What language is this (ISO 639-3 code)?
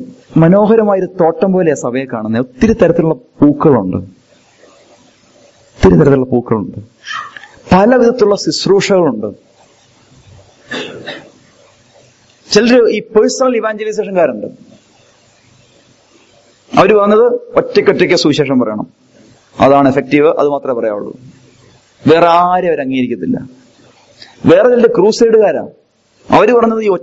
mal